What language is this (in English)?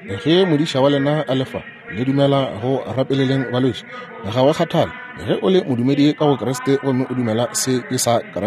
Northern Sotho